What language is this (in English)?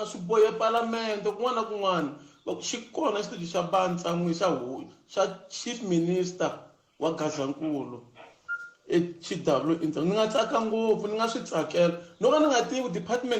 Tsonga